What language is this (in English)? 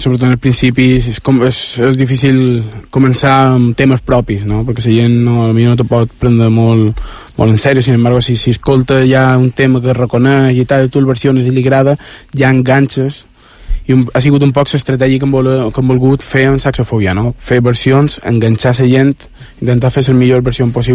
Catalan